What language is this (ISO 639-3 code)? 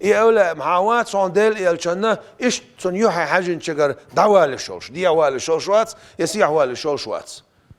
che